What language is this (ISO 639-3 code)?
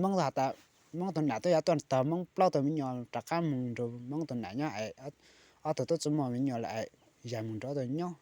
hmn